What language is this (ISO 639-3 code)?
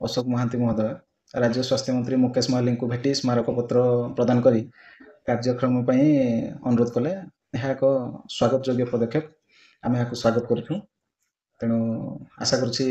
ori